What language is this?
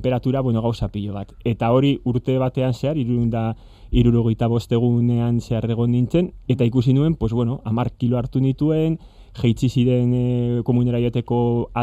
Basque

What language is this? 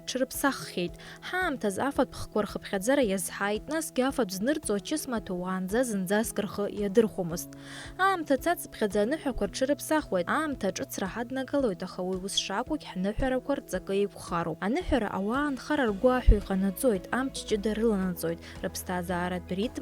Abkhazian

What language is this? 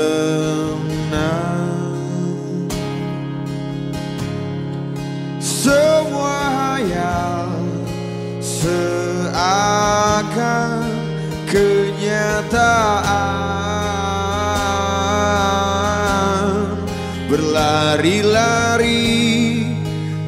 Indonesian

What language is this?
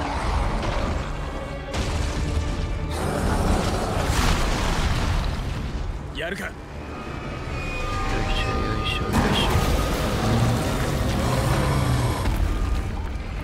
Japanese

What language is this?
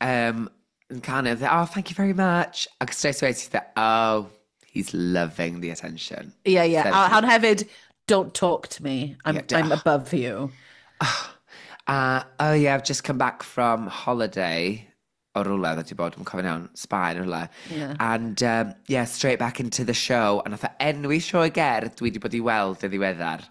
Welsh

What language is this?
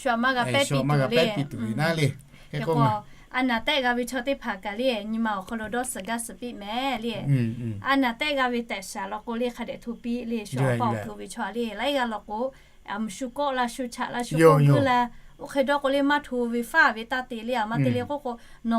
Lahu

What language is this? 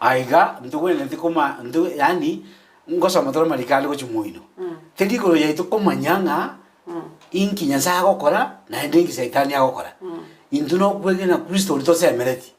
Gusii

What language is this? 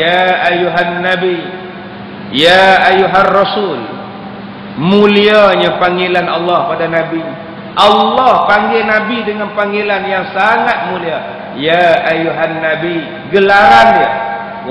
Malay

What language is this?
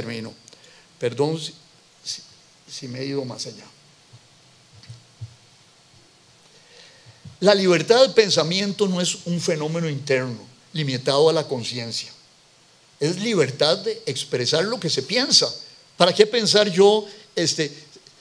Spanish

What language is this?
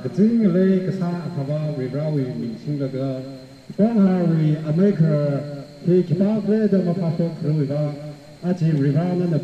Tangkhul Naga (India)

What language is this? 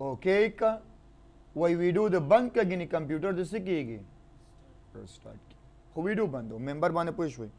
Pashto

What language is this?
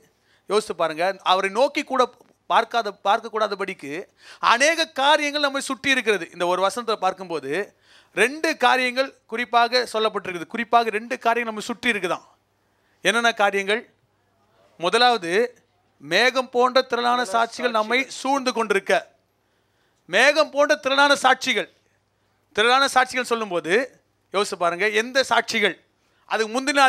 Tamil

